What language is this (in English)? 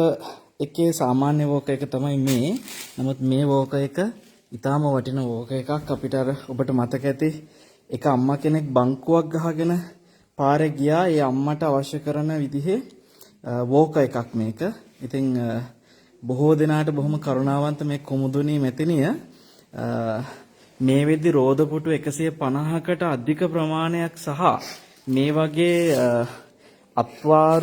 Sinhala